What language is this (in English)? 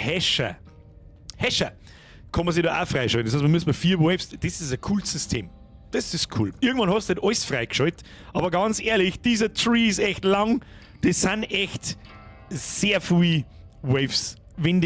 Bavarian